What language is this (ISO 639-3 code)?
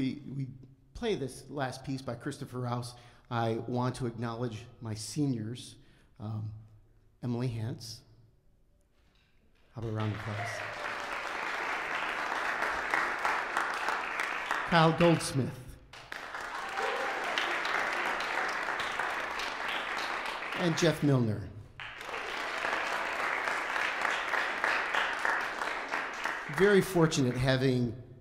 eng